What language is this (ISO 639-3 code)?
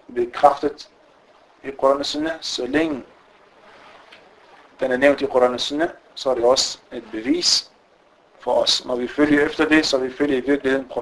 dan